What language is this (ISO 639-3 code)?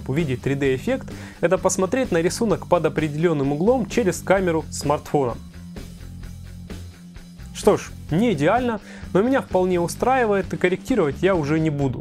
rus